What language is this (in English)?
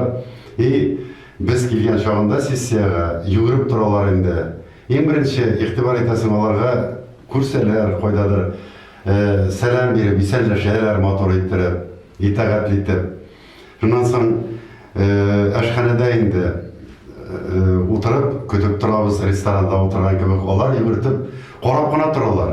Tatar